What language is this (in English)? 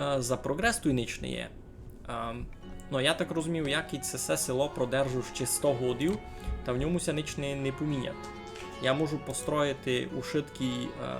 Rusyn